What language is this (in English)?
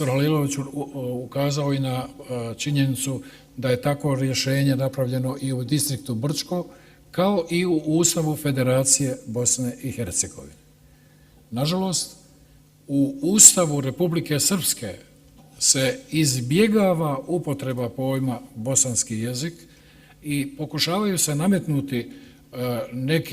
Bosnian